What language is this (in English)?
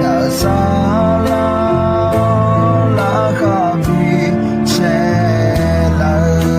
Akha